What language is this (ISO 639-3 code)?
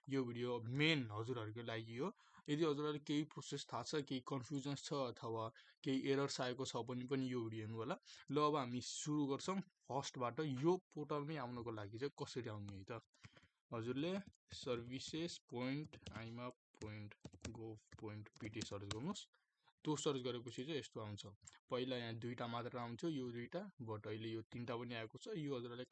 nep